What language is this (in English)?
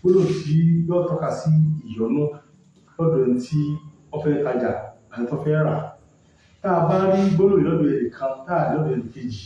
Yoruba